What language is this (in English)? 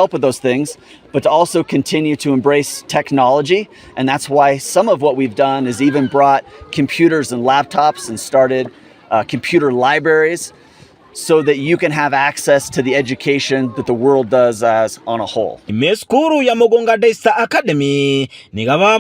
Gusii